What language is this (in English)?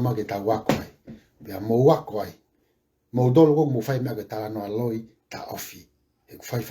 Tongan